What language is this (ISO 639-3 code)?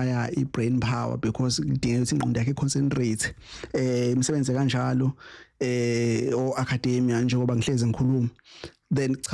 zul